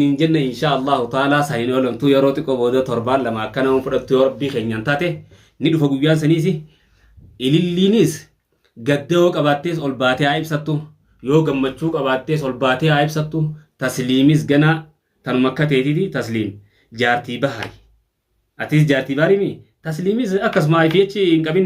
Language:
Oromo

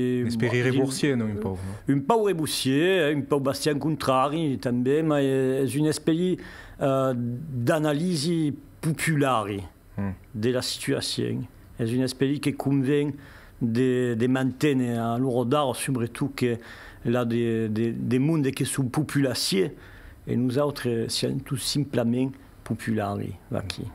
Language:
Occitan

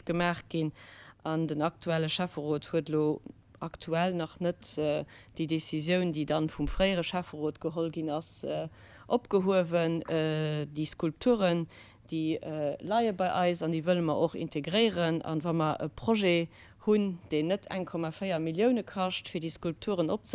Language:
Luxembourgish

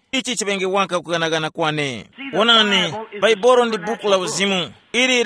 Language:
Tumbuka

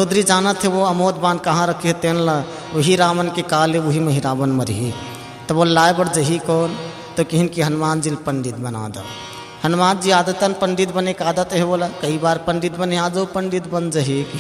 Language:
Chhattisgarhi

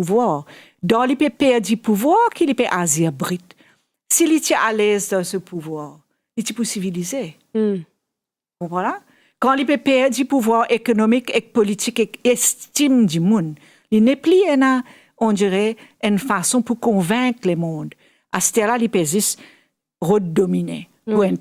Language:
Morisyen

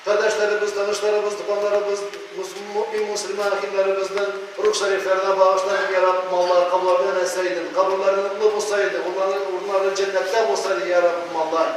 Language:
Tatar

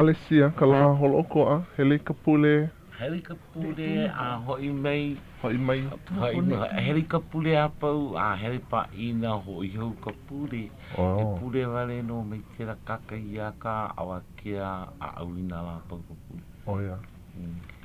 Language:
Hawaiian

